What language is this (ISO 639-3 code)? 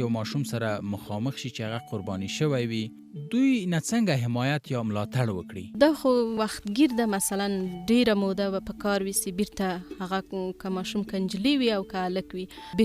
pus